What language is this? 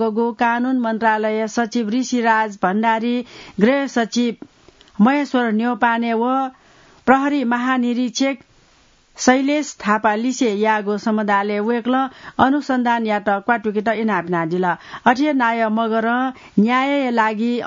Newari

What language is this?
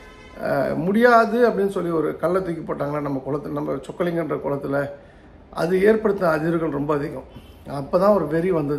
Tamil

